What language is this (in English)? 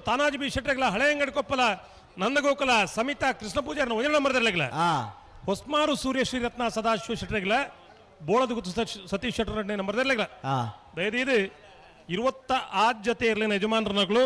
Tulu